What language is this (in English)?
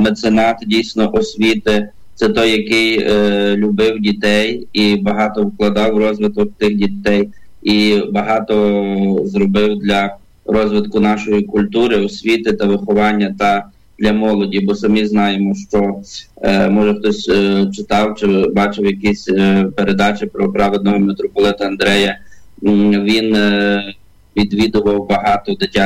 Ukrainian